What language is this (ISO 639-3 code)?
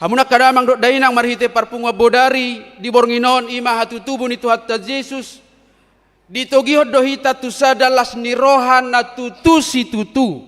bbc